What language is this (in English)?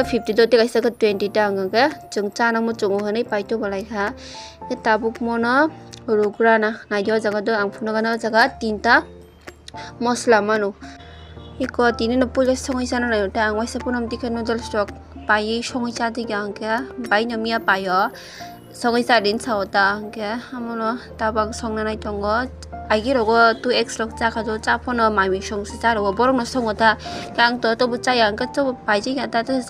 Kok Borok